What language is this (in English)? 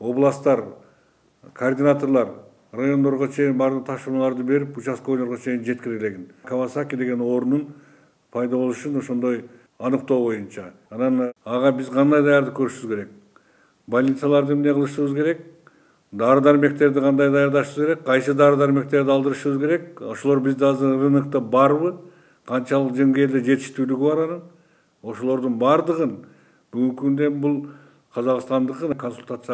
Kyrgyz